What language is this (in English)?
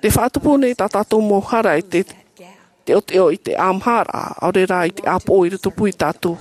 Tahitian